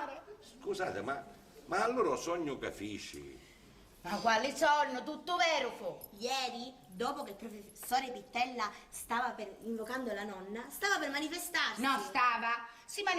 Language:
Sicilian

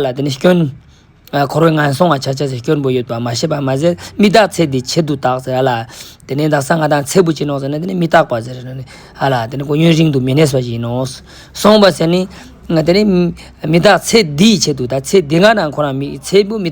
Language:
Ladakhi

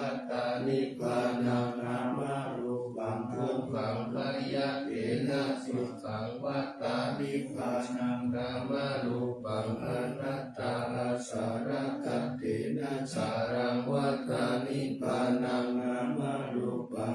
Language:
Pali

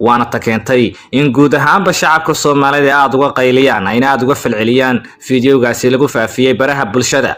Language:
Somali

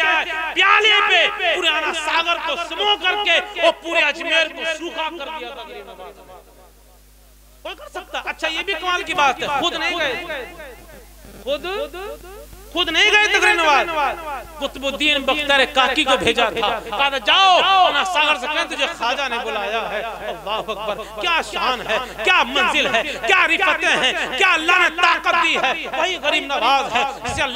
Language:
Urdu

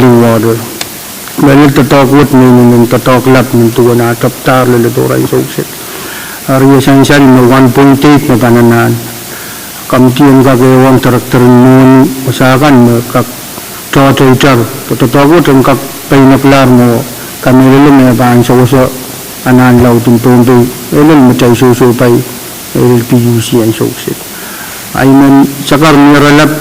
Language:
Pohnpeian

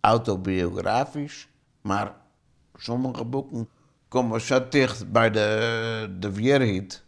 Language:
Western Frisian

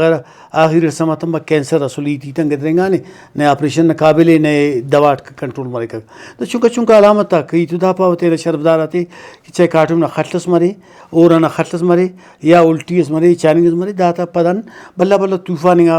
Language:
Brahui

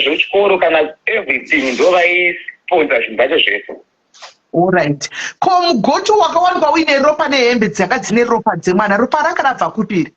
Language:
Shona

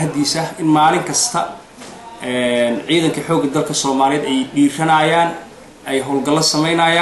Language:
Somali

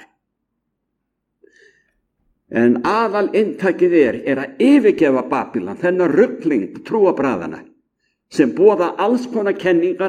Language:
Icelandic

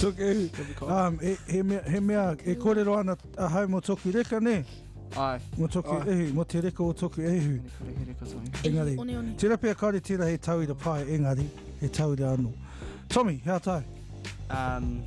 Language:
Māori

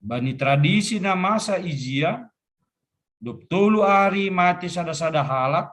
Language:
Batak Simalungun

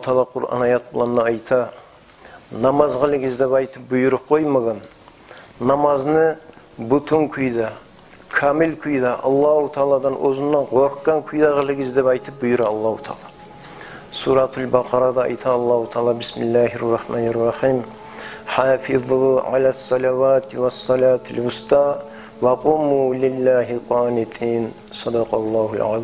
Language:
Kumyk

